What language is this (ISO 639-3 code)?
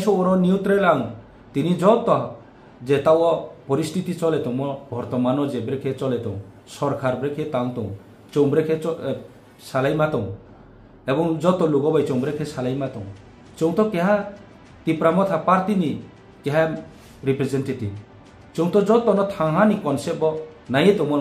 ria